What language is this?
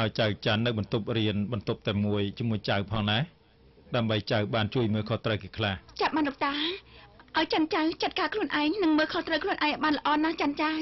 Khmer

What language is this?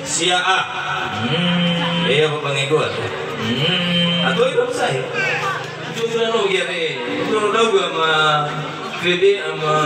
Nias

